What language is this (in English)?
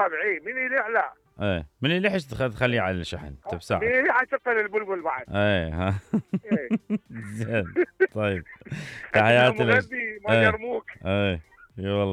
Mesopotamian Arabic